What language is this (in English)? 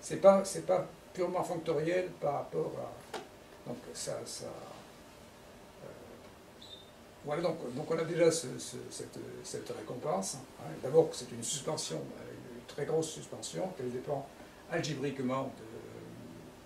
French